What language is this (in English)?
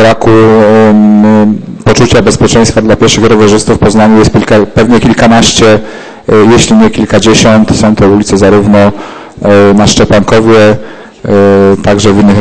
Polish